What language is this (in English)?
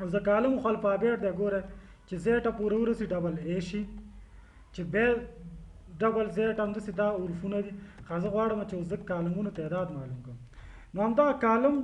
Pashto